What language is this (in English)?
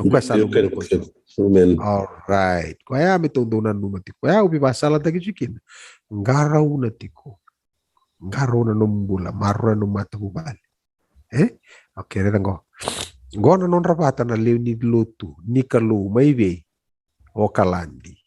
Fijian